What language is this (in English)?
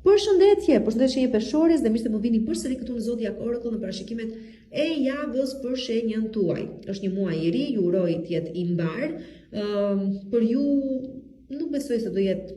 Albanian